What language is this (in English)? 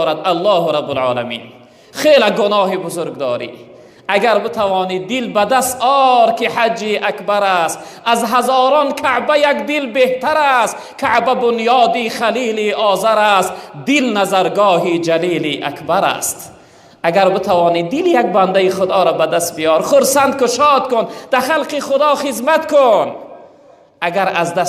Tajik